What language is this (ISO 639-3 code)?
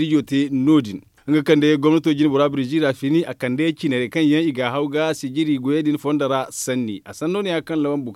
dje